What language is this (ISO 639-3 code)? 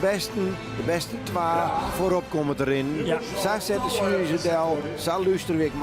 fry